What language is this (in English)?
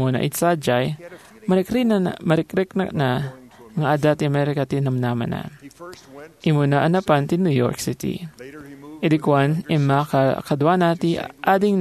Iloko